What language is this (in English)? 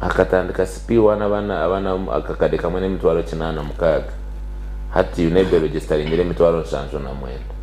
Nyankole